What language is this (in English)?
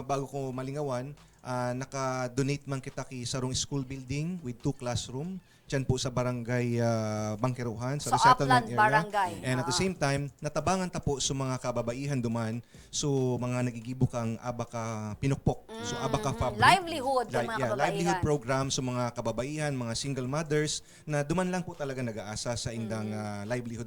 Bikol